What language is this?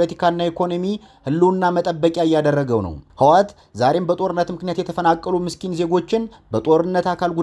Amharic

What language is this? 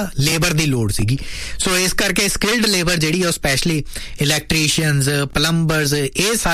Punjabi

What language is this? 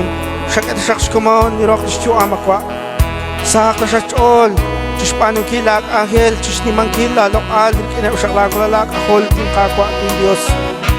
Kekchí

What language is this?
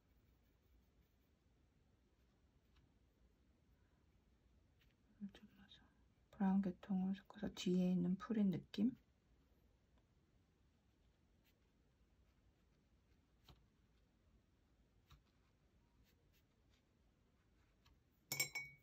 Korean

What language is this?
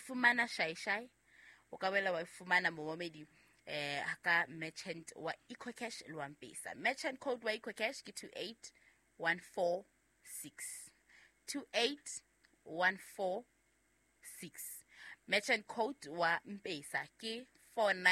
Southern Sotho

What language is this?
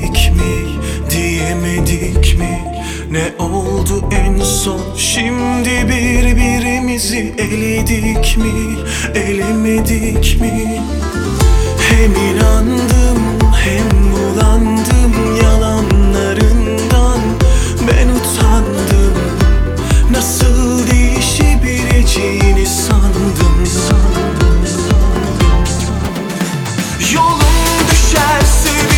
Turkish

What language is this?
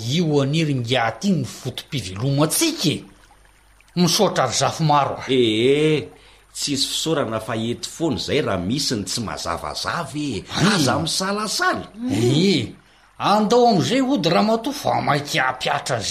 Malagasy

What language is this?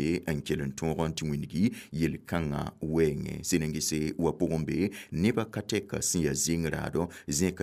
Mossi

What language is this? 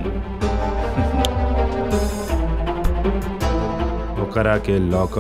Bhojpuri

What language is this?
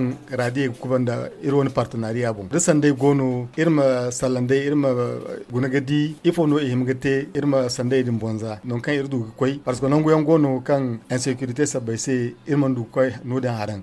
Zarma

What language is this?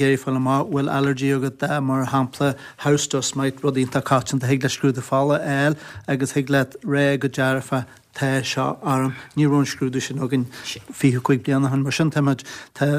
Irish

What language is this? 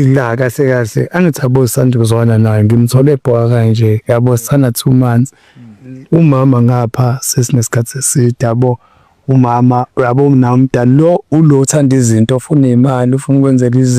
Zulu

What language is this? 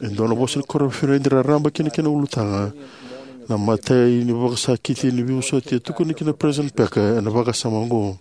Fijian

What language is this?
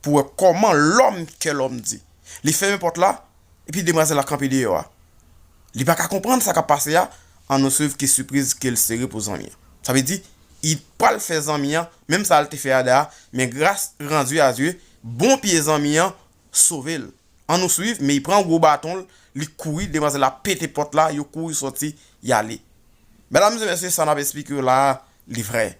Haitian Creole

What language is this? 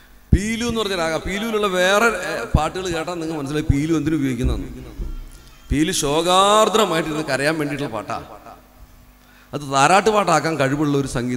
Malayalam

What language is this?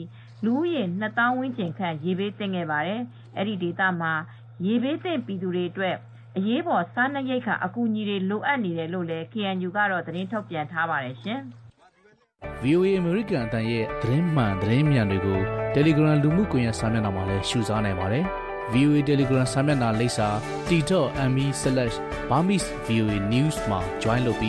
Burmese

